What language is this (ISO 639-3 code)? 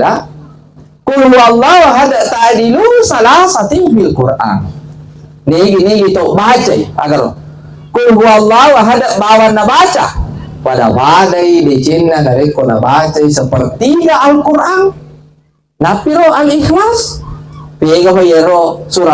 bug